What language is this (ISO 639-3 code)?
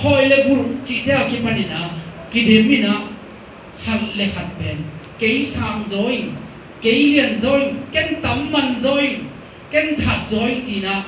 ctd